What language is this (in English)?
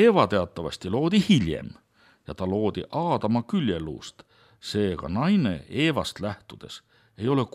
Estonian